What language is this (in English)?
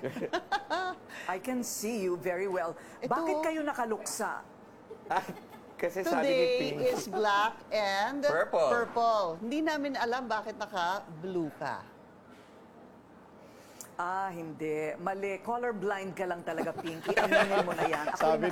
Filipino